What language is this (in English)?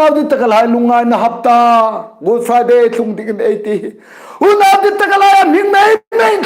Hmar